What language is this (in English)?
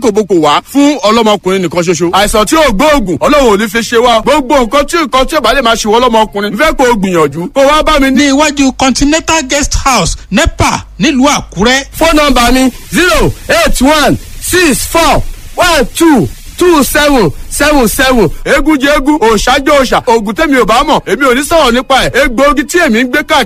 Yoruba